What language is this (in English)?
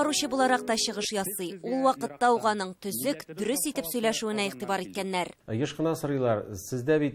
Tatar